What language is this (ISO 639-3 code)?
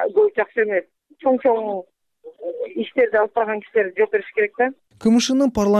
kir